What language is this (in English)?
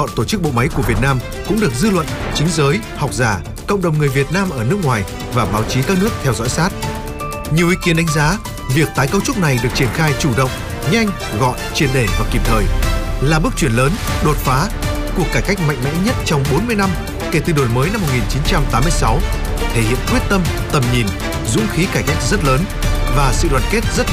Vietnamese